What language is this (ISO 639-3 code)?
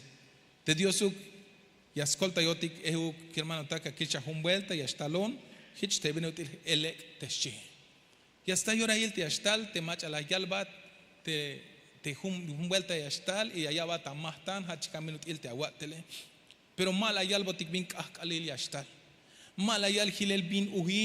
tzh